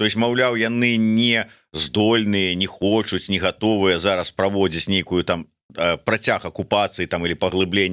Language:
Belarusian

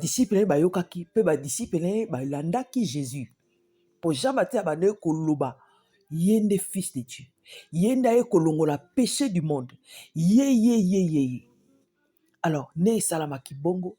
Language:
Lingala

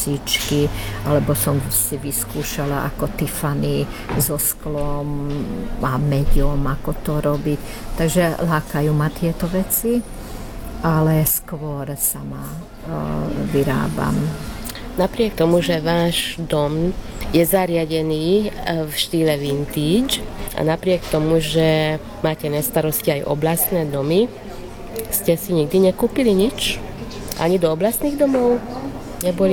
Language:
Slovak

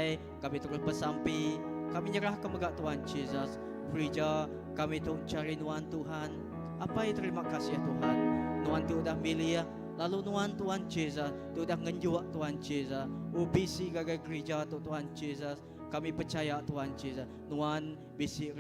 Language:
Iban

